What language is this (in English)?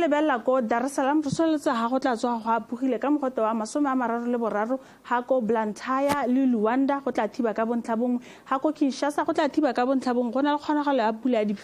Tswana